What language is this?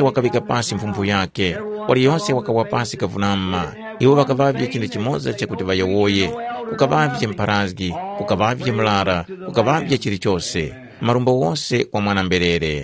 Tumbuka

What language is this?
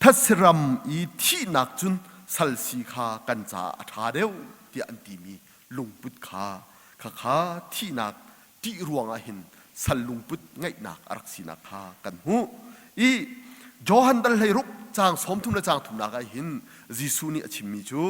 Hakha Chin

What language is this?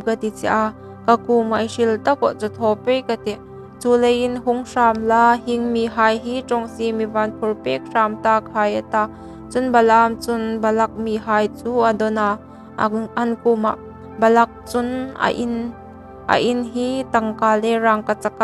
Hmar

